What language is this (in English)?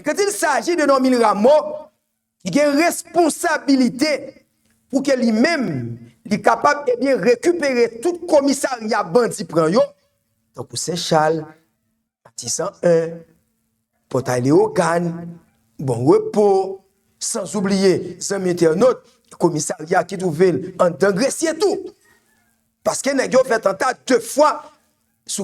Haitian Creole